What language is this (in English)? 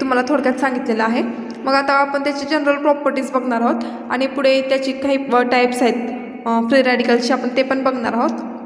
Marathi